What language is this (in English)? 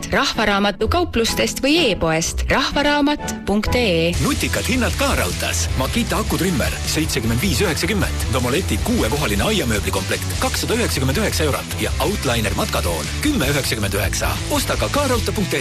Estonian